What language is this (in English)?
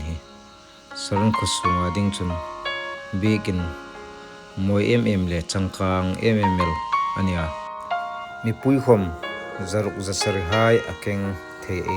Hmar